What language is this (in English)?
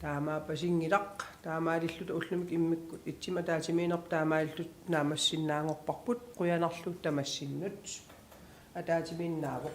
Kalaallisut